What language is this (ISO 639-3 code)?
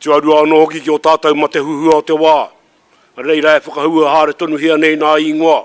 mri